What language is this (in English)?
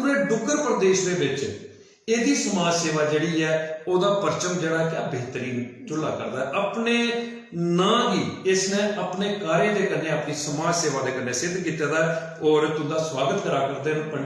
Dogri